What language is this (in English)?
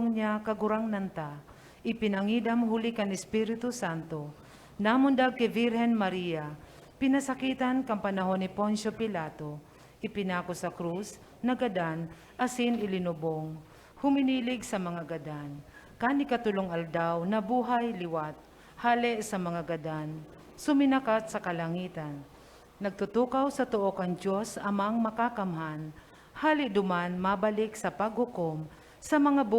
Bikol